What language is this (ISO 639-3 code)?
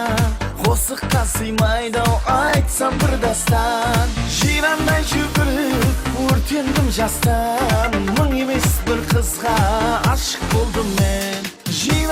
kaa